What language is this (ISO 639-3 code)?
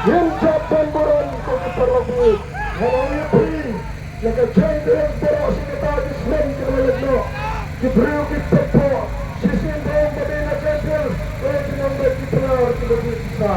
kha